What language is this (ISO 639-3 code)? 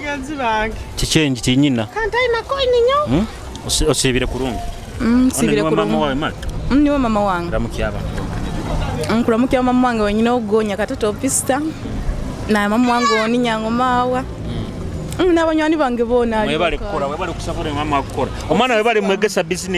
nyo